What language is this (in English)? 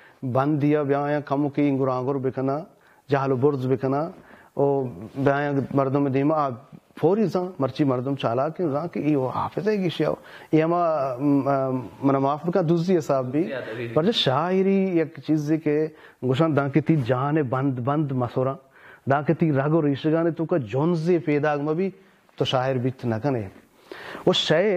Baluchi